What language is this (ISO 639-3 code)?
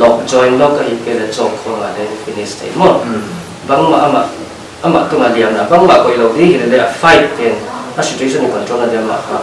pck